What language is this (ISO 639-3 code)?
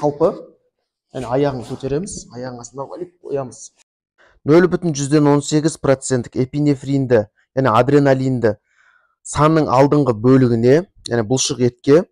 kaz